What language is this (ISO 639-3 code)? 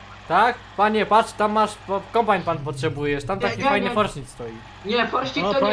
pol